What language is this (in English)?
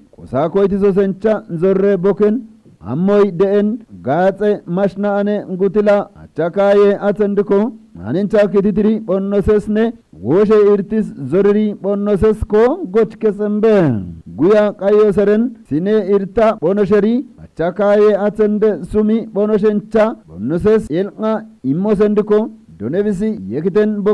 Kafa